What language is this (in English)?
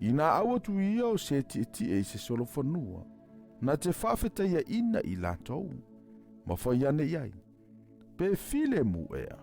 Samoan